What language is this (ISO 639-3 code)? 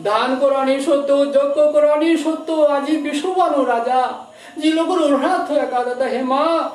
bpy